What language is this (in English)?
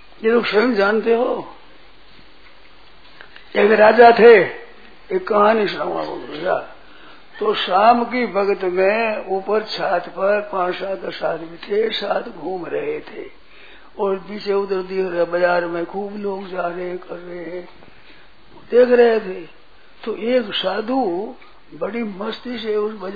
Hindi